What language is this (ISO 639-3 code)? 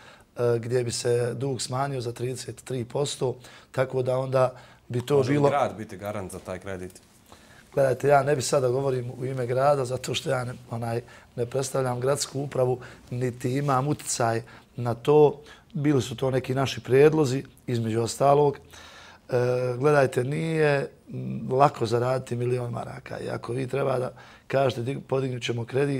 bos